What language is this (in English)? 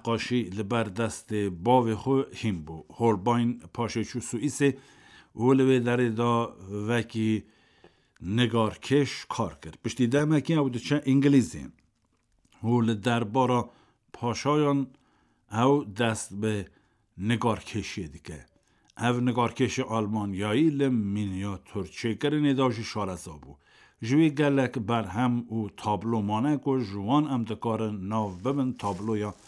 Kurdish